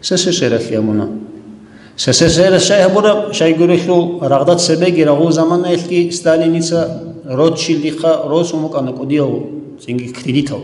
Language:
Avaric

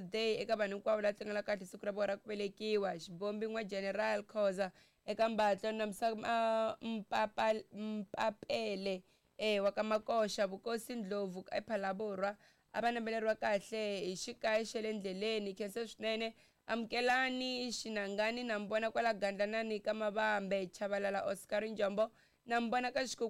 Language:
Tsonga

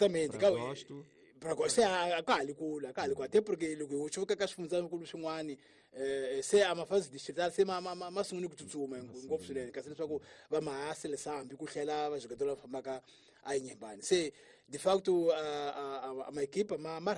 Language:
Tsonga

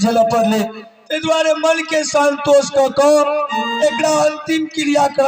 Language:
Maithili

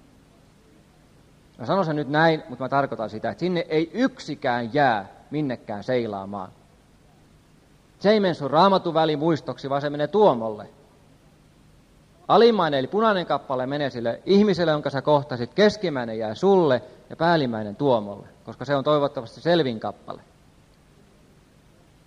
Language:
Finnish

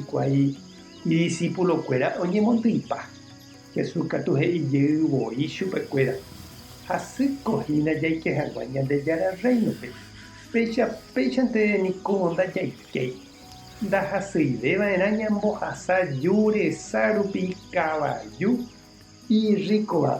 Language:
Guarani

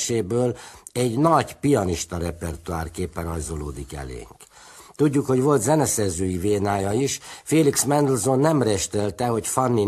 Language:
Hungarian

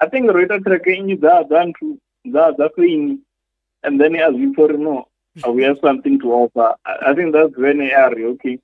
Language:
Venda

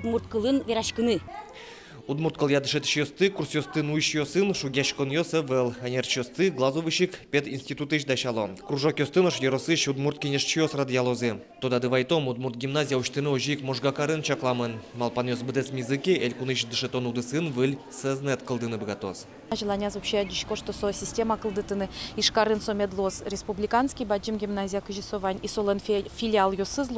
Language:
Udmurt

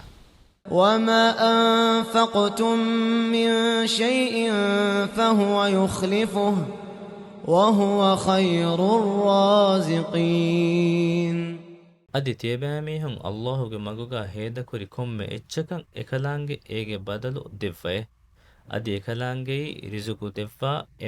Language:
Divehi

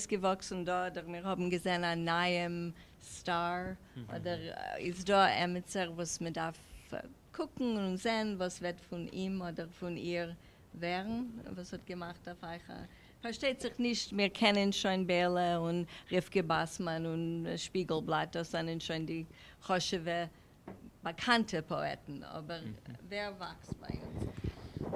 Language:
Yiddish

